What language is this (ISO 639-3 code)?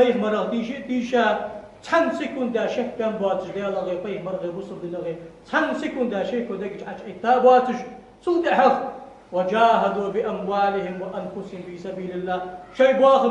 inh